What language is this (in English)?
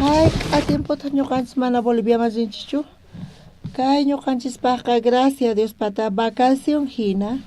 South Bolivian Quechua